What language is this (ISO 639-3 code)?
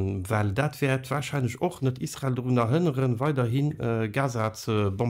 ltz